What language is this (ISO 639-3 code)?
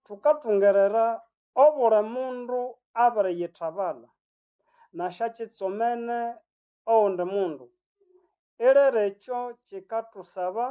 nnb